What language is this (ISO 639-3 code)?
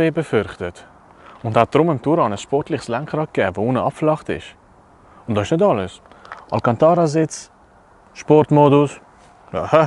gsw